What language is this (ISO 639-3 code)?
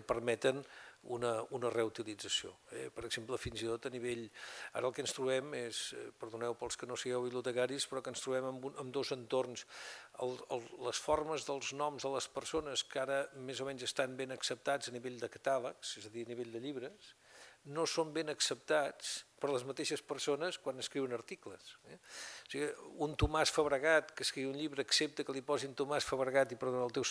cat